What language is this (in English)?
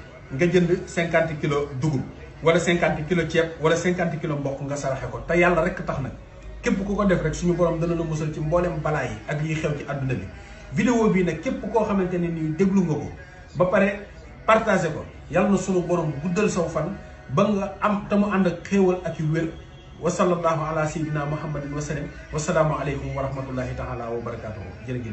Wolof